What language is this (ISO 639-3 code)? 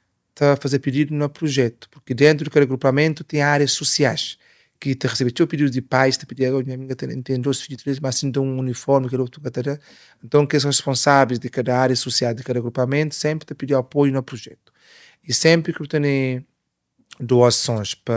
kea